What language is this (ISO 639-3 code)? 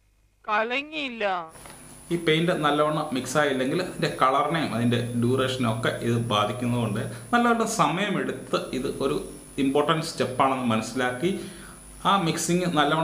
mal